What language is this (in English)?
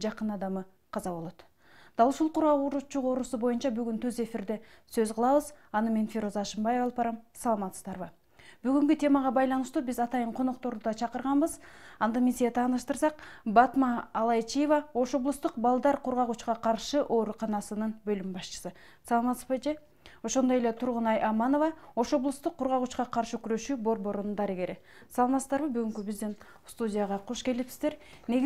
Kyrgyz